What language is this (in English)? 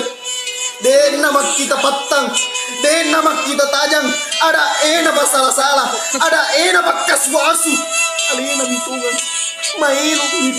Buginese